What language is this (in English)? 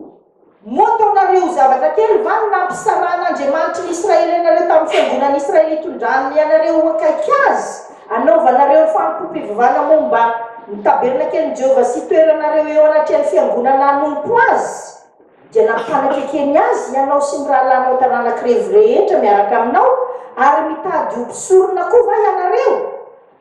Malagasy